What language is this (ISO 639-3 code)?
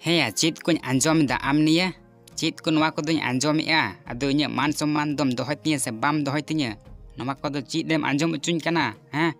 sat